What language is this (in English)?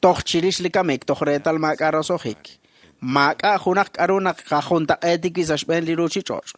Kekchí